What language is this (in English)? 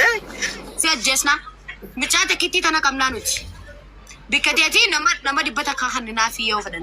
Oromo